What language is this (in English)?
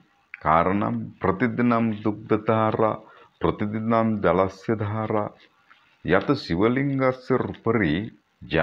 Sanskrit